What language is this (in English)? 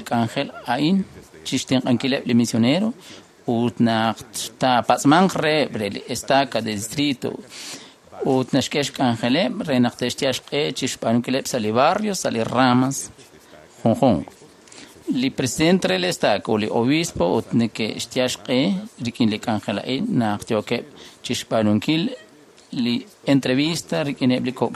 Kekchí